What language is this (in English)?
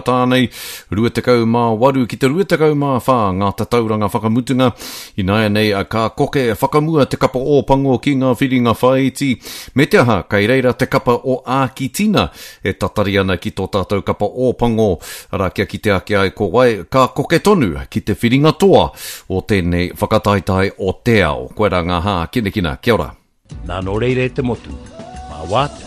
Māori